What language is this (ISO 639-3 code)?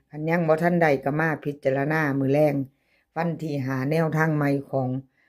tts